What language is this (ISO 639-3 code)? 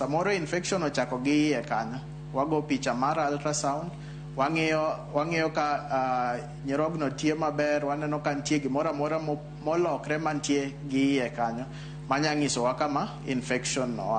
luo